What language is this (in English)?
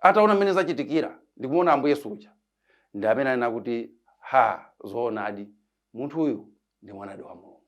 Nyanja